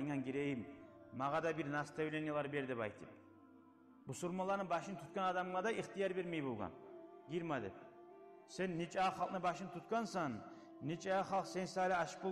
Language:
Kumyk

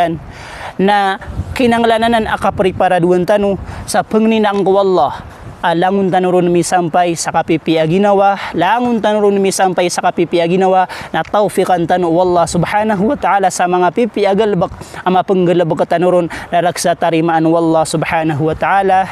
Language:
Maranao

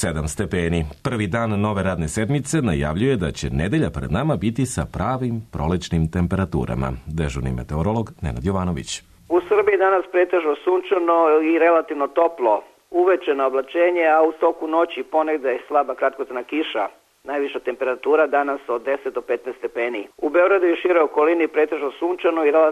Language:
Serbian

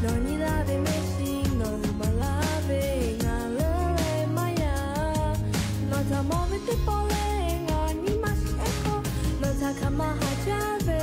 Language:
Lahu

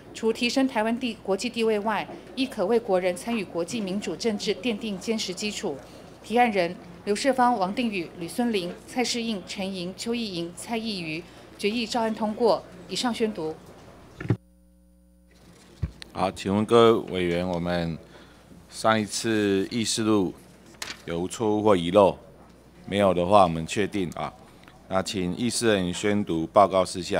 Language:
Chinese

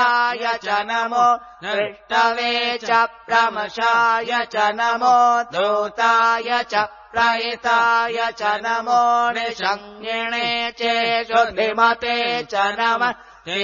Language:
Sanskrit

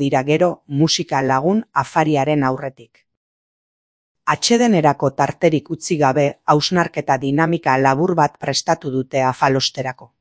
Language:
Basque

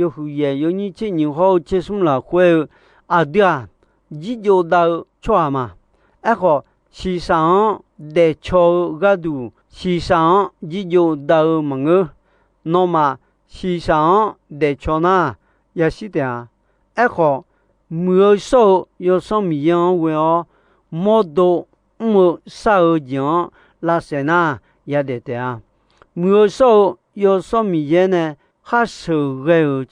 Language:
Akha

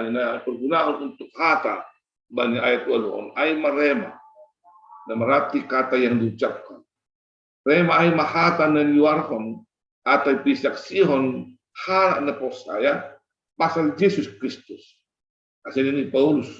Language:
Batak Simalungun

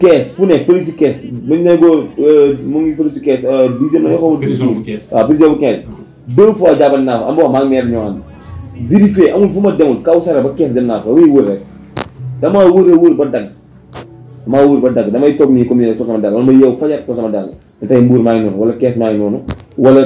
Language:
Wolof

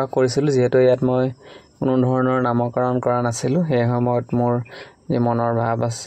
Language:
Assamese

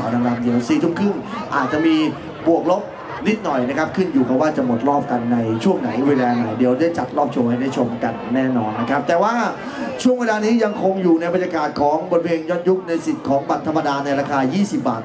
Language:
Thai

